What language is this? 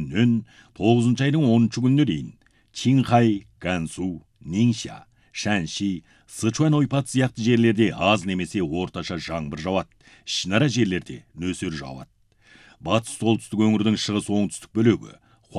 Kazakh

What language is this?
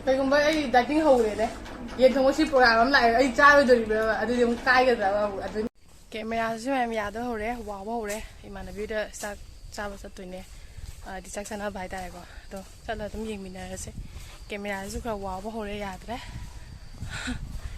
Manipuri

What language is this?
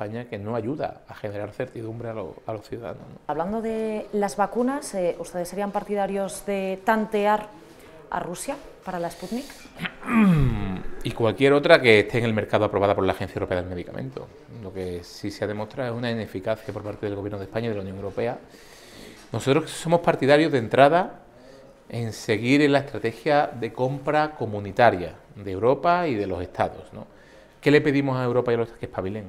Spanish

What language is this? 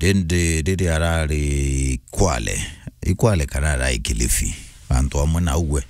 Meru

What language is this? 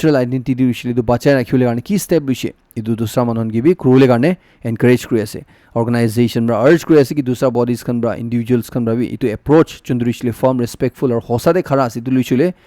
Naga Pidgin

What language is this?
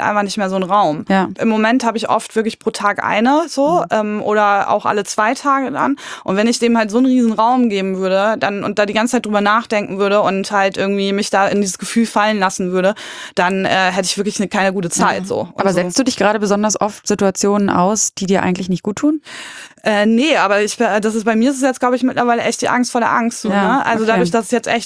German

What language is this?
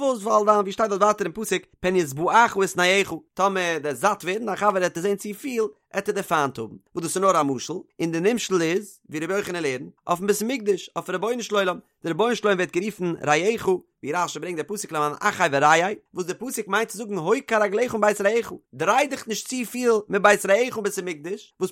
Yiddish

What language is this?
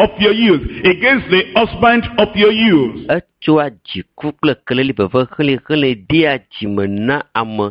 Ewe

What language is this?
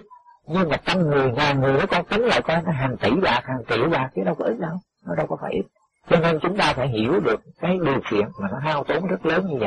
Vietnamese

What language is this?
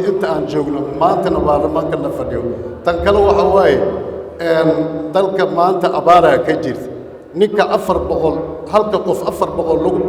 Somali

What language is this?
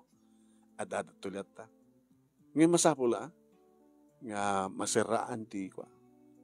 Iloko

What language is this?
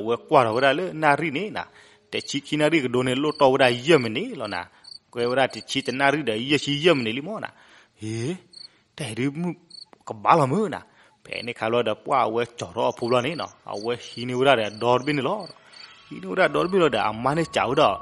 S'gaw Karen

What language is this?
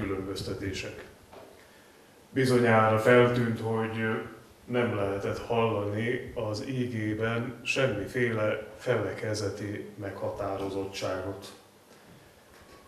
Hungarian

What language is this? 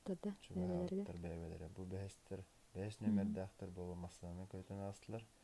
Yakut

